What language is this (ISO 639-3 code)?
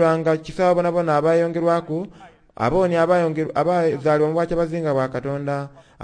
xog